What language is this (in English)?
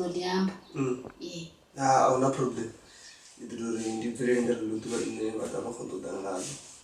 Venda